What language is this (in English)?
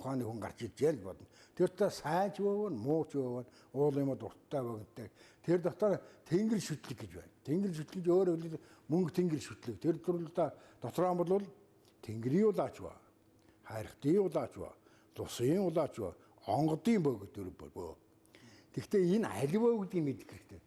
Mongolian